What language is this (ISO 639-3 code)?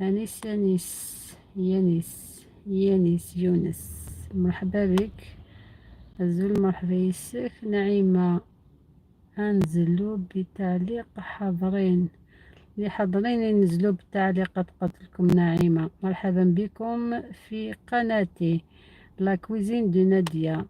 arq